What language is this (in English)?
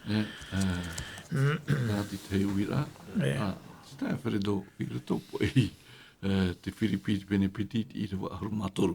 Tahitian